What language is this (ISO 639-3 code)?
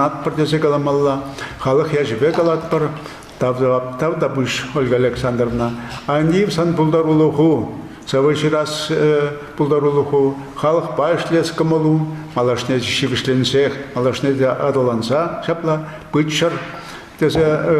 chv